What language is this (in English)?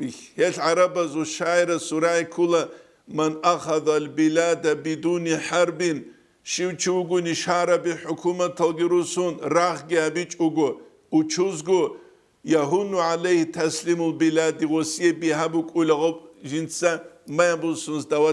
Avaric